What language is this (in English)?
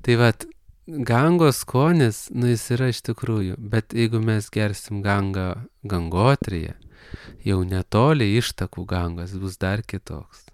Lithuanian